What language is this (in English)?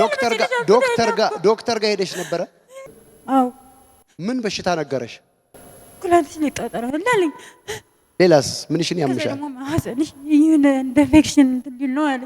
Amharic